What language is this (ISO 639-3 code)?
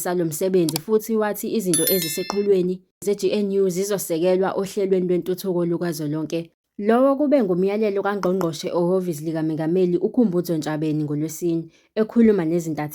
zul